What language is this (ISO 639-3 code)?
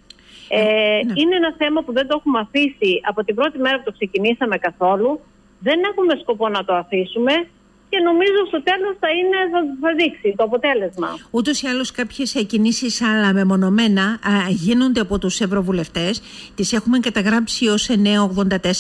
ell